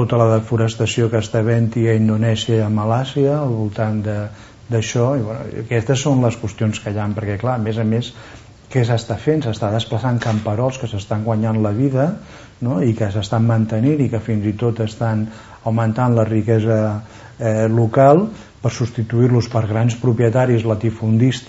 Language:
Catalan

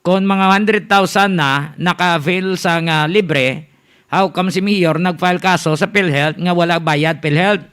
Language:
Hiligaynon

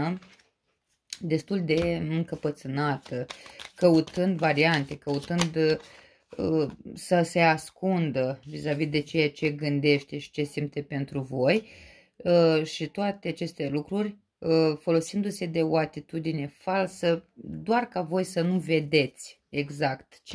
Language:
Romanian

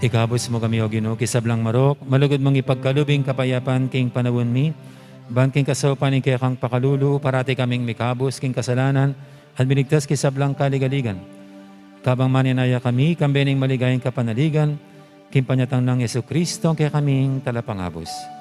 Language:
Pampanga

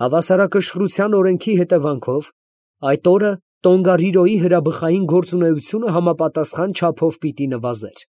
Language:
Armenian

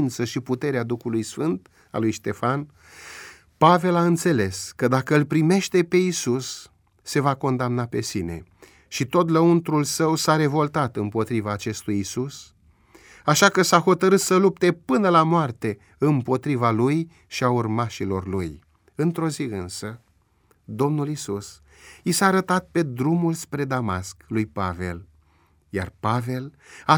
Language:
Romanian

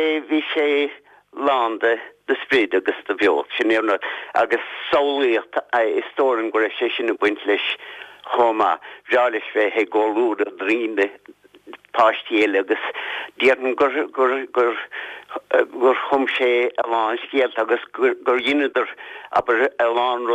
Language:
Irish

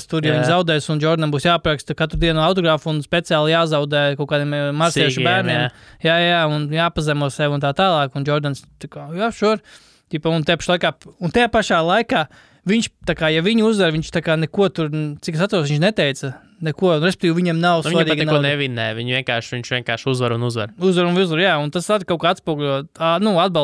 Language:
Latvian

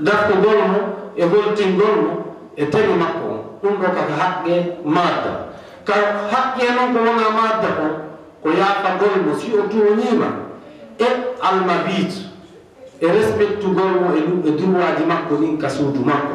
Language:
Fula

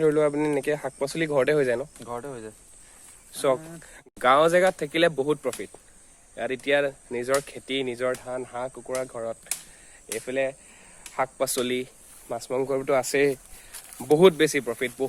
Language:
Assamese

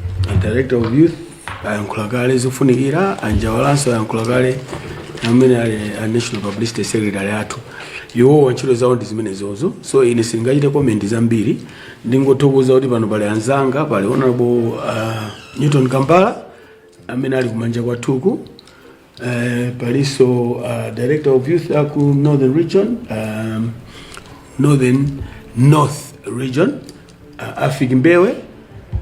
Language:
Nyanja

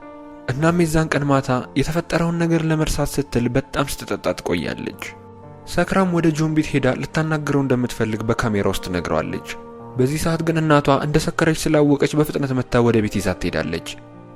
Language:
Amharic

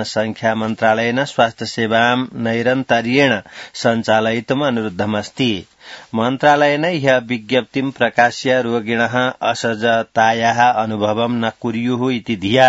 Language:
Sanskrit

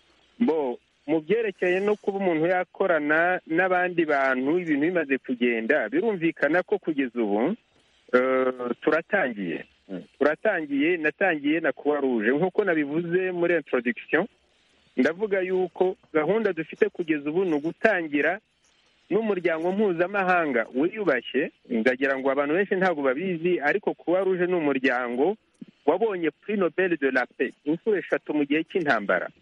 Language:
Kinyarwanda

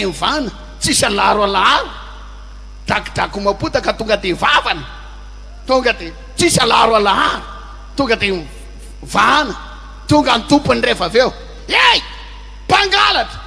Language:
Malagasy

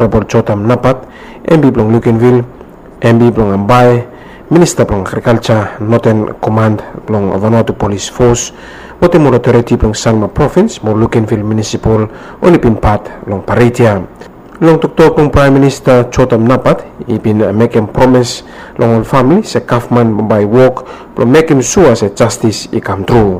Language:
Bislama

